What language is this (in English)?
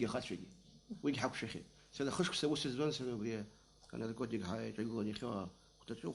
Abkhazian